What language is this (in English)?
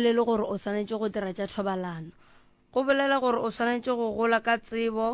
Northern Sotho